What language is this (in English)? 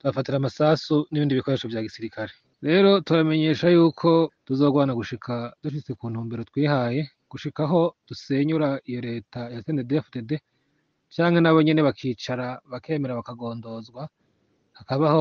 Rundi